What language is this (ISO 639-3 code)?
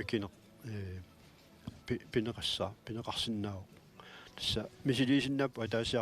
kal